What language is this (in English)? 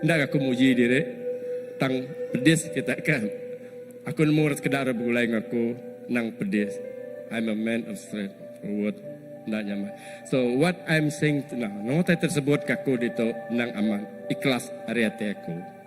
Iban